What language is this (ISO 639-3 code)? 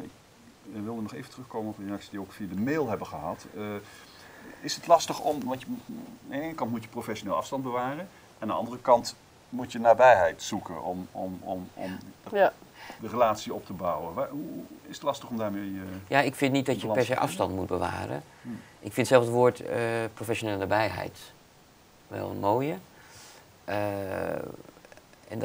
nld